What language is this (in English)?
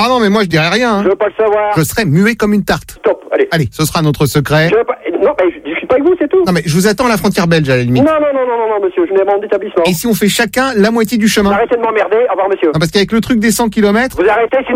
French